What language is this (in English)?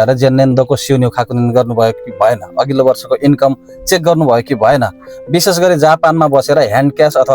Nepali